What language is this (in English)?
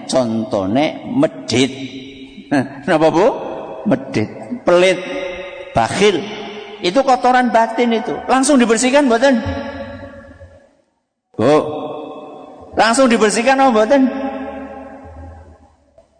Indonesian